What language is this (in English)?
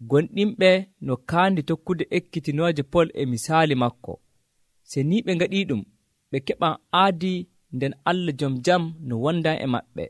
Nigerian Fulfulde